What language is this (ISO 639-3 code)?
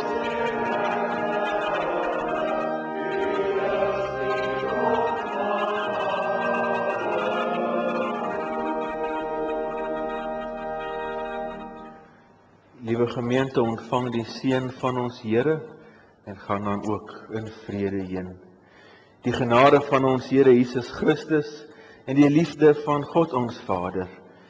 afr